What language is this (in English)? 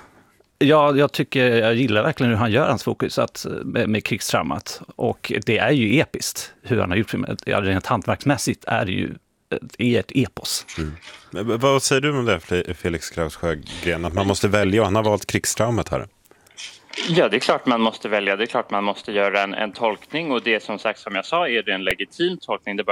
Swedish